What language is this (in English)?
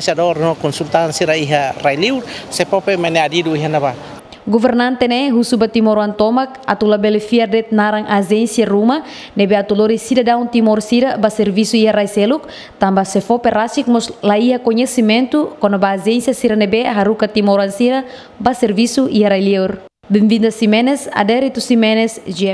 Tetum